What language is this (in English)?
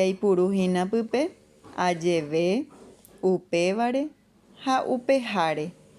Guarani